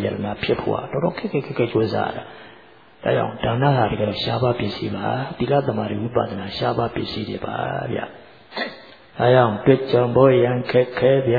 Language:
Burmese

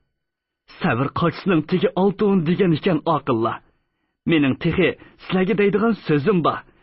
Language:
Uyghur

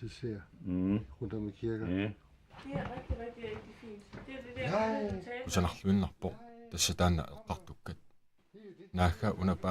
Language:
Kalaallisut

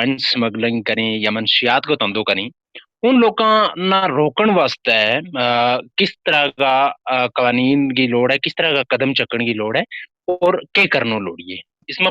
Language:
Gujari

